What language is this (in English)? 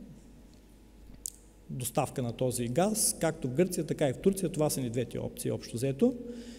Bulgarian